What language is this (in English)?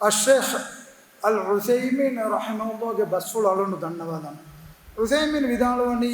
Divehi